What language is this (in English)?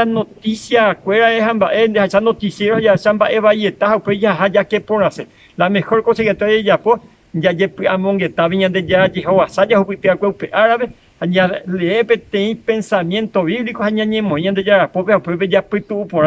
Guarani